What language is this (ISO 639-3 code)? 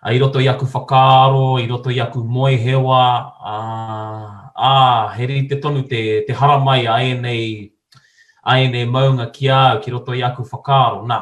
mri